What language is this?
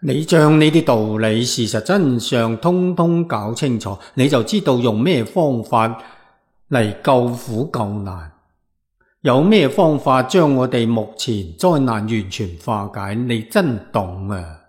Cantonese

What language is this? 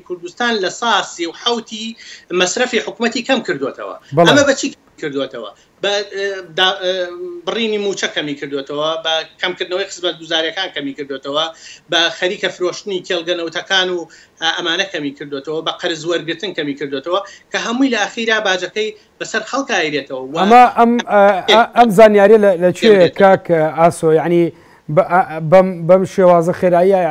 Central Kurdish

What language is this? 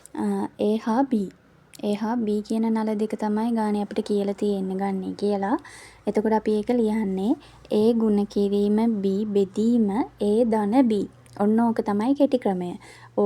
Sinhala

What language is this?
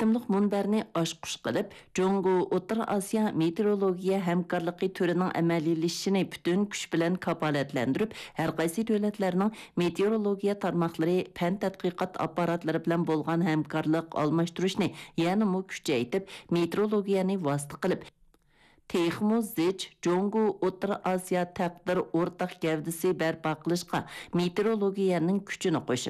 Uyghur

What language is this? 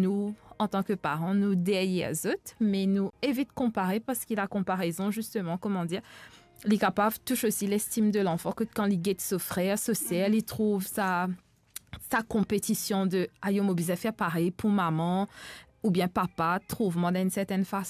Morisyen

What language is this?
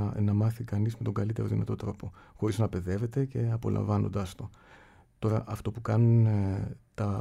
Greek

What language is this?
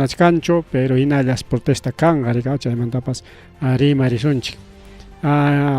Ayacucho Quechua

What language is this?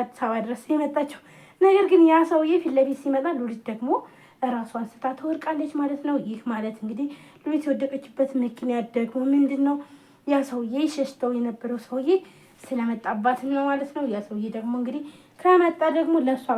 Amharic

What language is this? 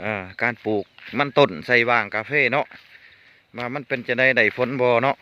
Lao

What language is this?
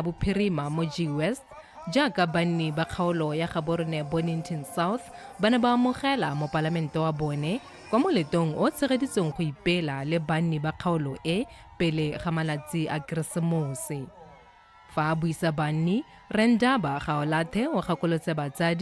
Tswana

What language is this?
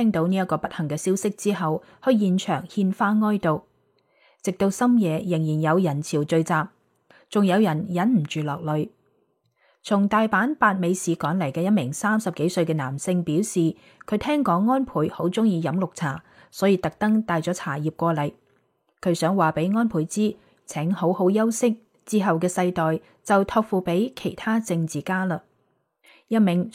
Cantonese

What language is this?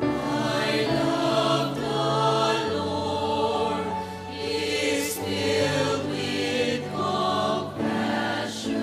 Pampanga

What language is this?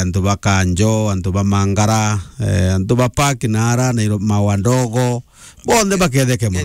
Meru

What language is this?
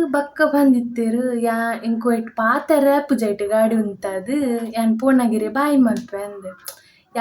Tulu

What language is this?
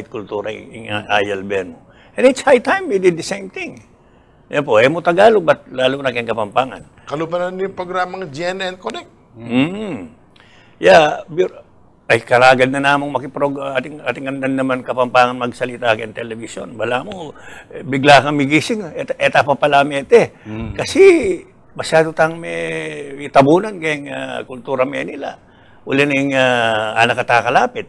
Pampanga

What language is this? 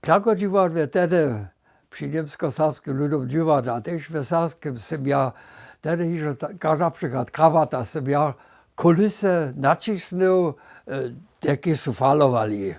Upper Sorbian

